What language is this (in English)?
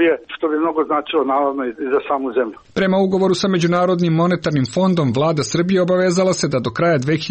Serbian